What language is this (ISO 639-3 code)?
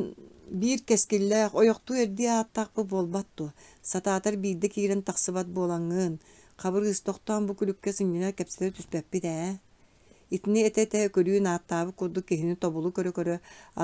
sah